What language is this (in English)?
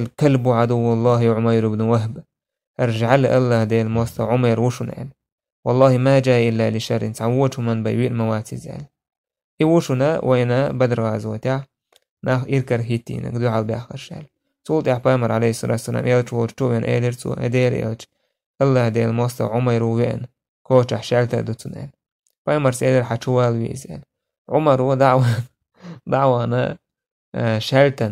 Chechen